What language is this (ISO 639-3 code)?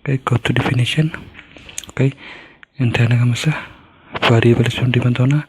som